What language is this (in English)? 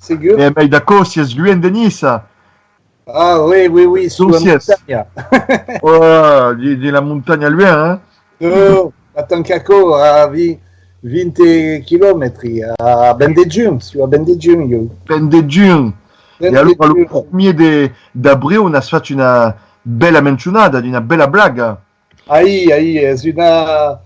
Occitan